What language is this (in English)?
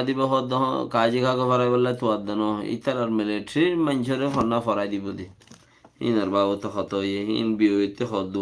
Rohingya